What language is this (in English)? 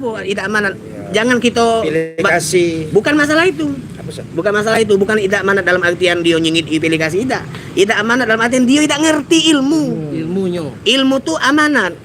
Musi